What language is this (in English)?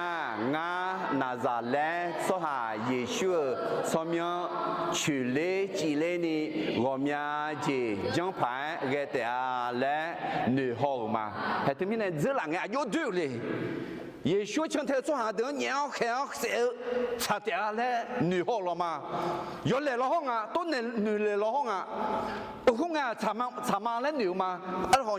Akha